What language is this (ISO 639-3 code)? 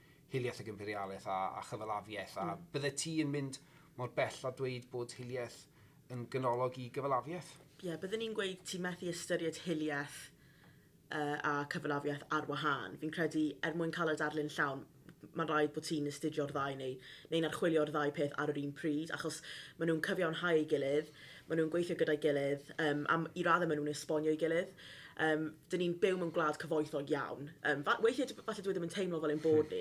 cym